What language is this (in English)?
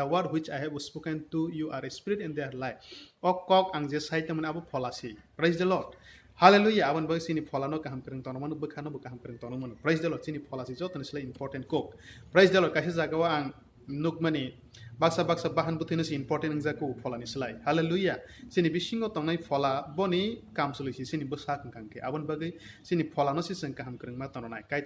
Kok Borok